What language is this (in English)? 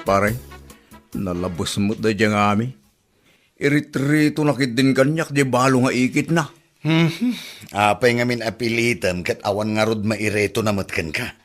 Iloko